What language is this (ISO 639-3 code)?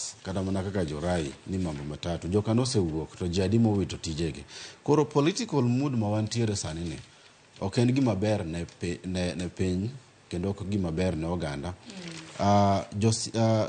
luo